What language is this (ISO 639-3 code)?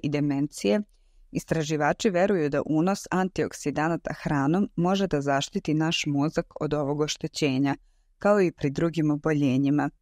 srp